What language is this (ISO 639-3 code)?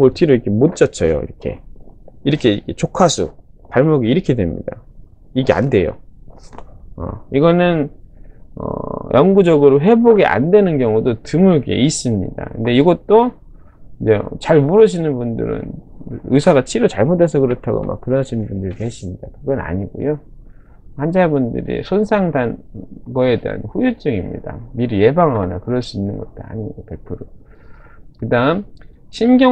kor